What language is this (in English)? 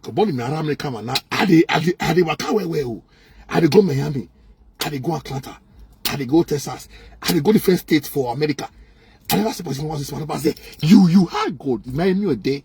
Nigerian Pidgin